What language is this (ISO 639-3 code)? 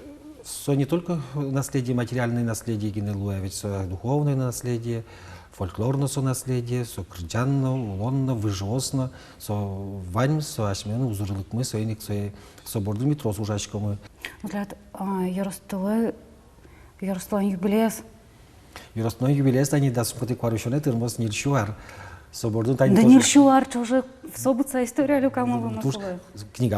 udm